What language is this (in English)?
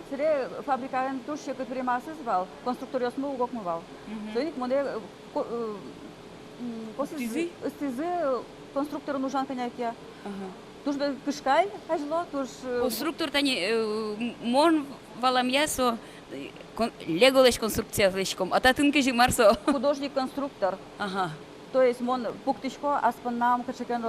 Udmurt